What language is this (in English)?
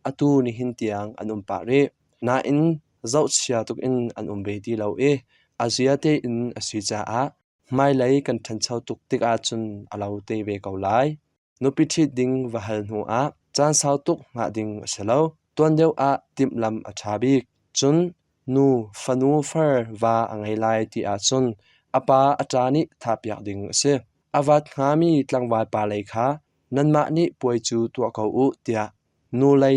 Hakha Chin